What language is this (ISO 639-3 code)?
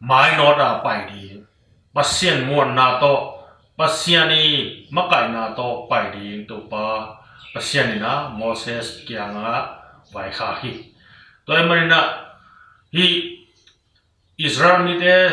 ctd